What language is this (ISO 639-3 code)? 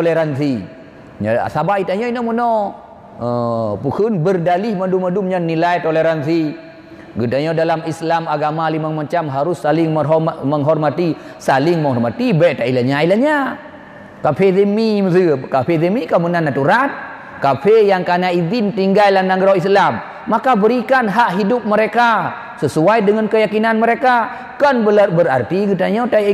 ace